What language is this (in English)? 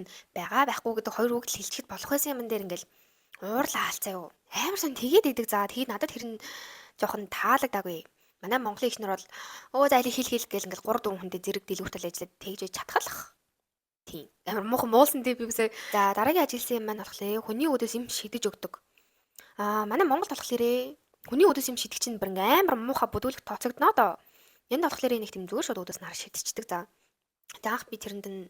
Mongolian